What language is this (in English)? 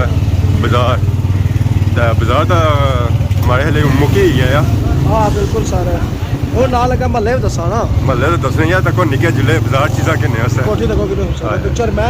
Pahari-Potwari